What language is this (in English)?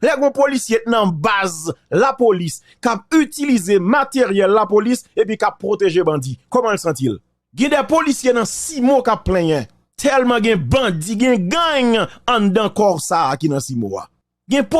Haitian Creole